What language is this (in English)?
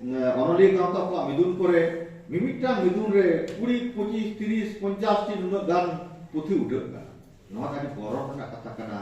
Santali